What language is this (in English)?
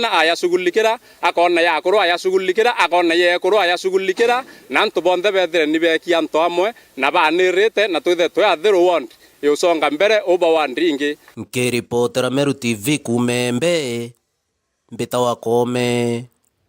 Meru